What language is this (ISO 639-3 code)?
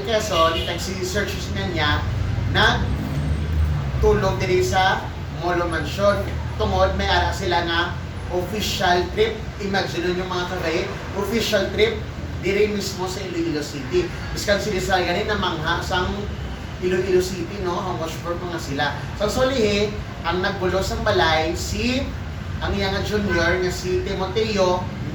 hil